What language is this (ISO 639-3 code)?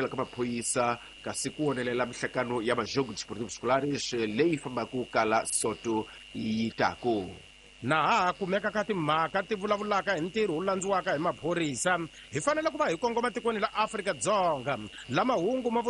tso